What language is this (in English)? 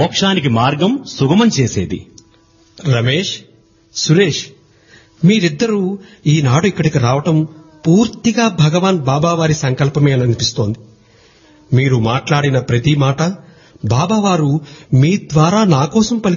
Telugu